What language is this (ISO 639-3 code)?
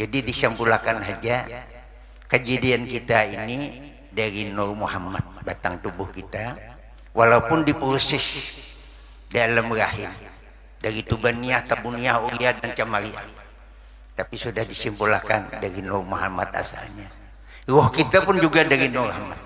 bjn